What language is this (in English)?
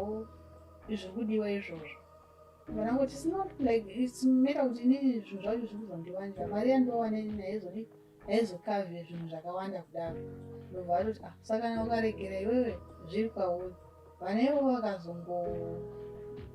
Shona